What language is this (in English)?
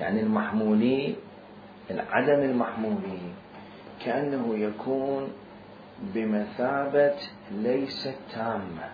Mesopotamian Arabic